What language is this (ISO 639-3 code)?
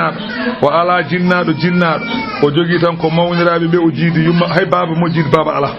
ful